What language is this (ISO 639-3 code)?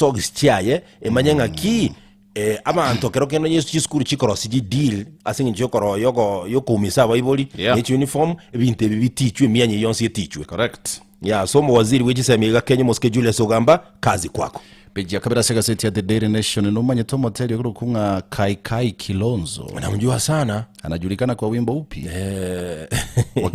guz